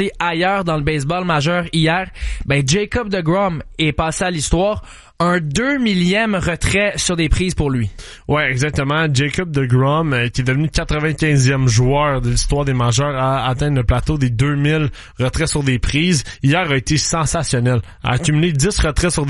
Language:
French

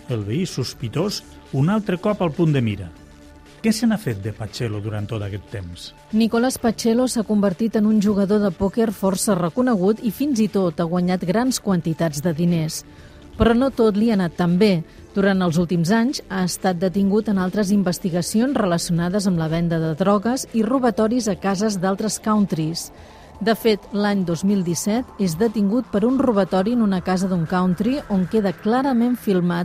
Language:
Catalan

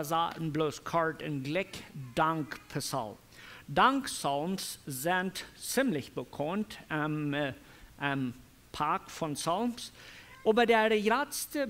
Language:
Plautdietsch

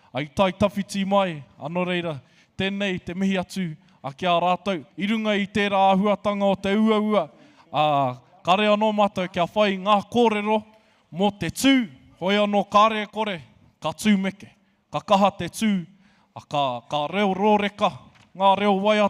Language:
Māori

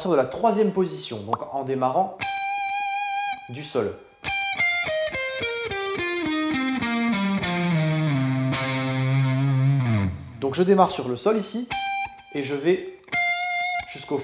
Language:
French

